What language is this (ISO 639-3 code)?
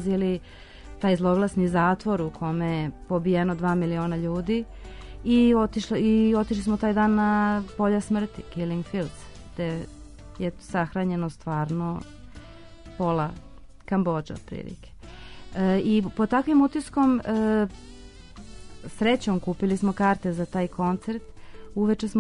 srp